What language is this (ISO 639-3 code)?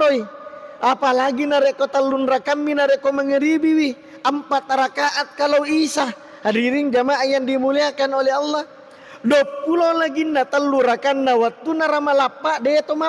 bug